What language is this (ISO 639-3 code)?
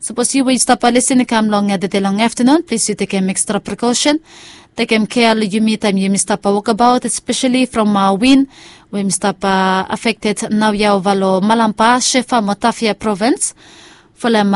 bis